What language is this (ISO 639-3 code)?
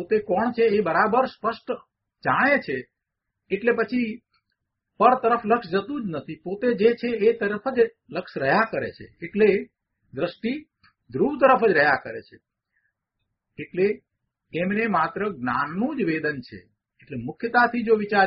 guj